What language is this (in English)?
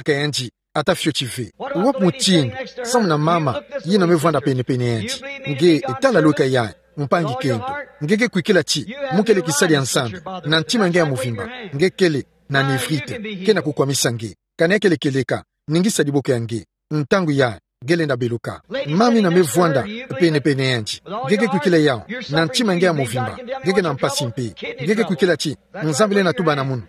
Kituba (Democratic Republic of Congo)